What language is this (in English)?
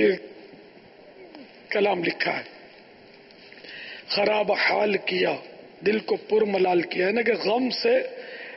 Urdu